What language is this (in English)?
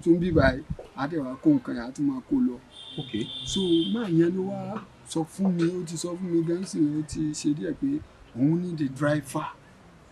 Yoruba